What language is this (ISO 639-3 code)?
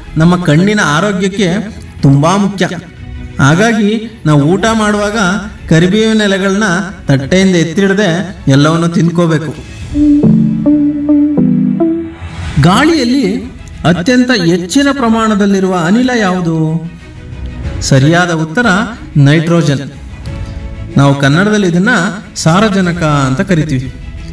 kan